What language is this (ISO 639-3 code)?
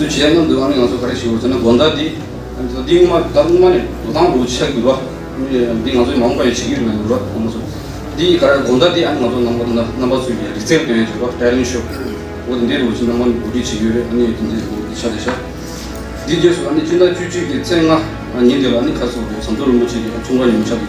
bod